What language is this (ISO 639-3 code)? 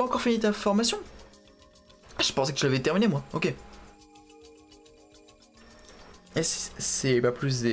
fra